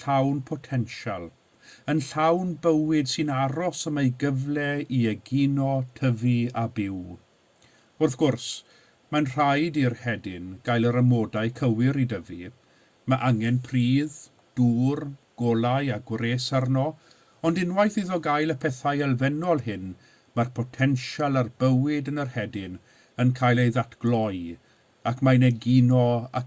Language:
Welsh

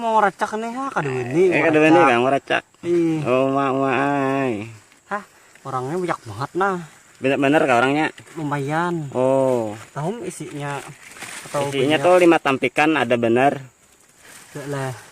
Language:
Banjar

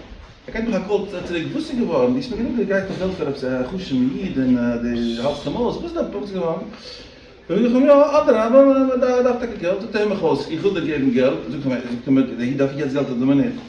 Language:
Yiddish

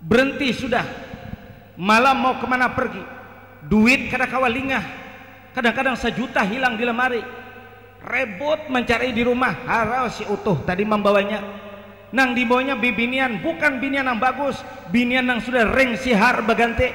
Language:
Banjar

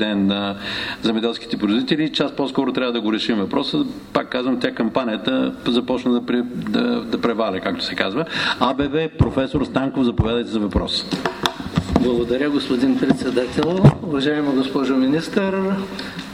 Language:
Bulgarian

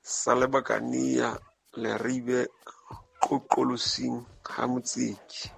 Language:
Southern Sotho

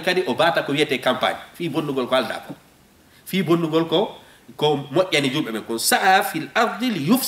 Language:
Fula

